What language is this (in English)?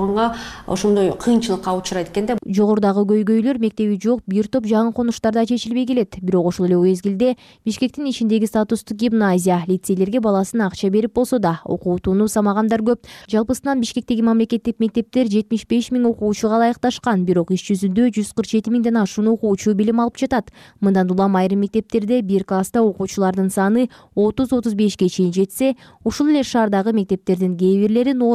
Kyrgyz